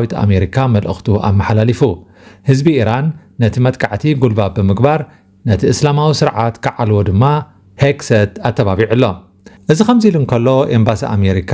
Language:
Tigrinya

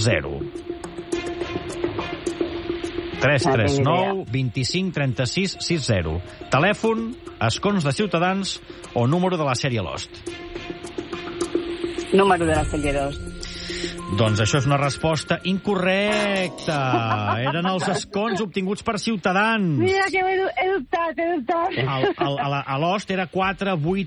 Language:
Catalan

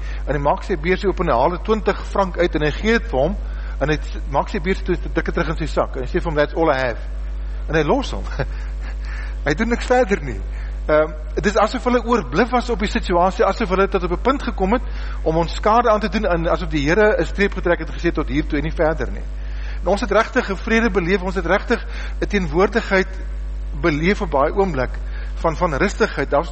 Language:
Afrikaans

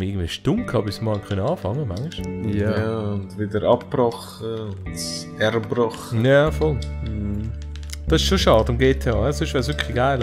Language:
Swiss German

